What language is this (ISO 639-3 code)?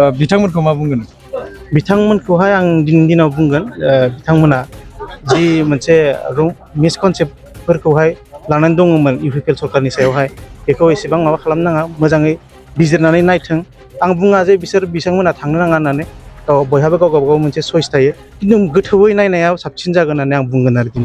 brx